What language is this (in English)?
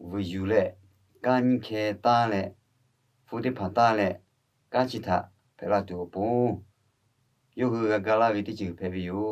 Lahu